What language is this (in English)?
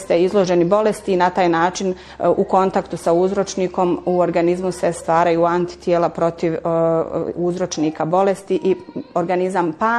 Bosnian